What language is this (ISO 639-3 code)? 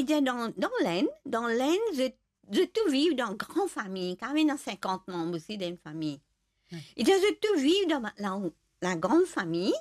mfe